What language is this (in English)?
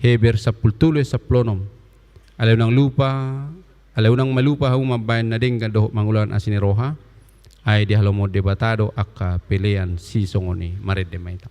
Batak Toba